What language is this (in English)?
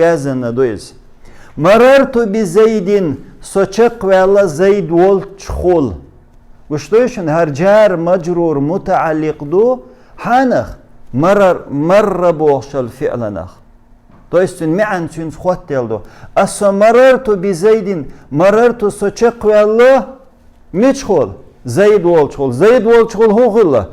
Chechen